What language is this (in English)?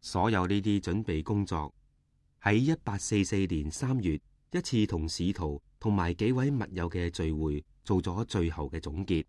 Cantonese